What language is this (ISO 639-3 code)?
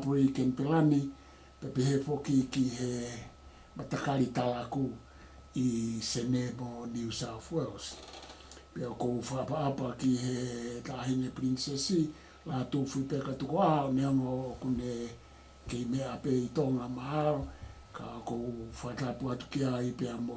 ton